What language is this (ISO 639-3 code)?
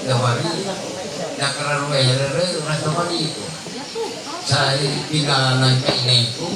mhy